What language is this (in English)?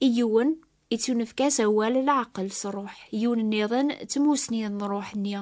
Kabyle